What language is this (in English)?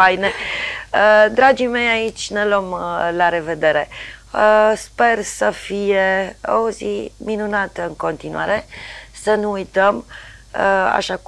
Romanian